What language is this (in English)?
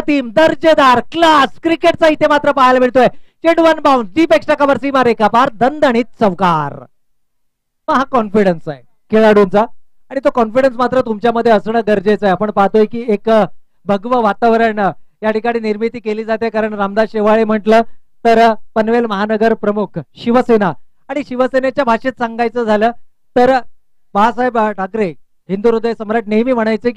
Marathi